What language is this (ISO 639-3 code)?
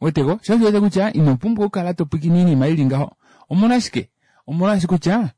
kua